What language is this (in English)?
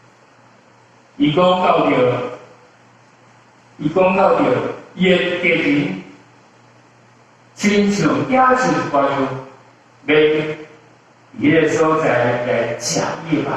Min Nan Chinese